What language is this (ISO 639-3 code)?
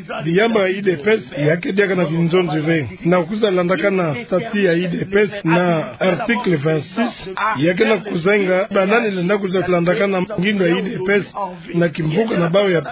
ktu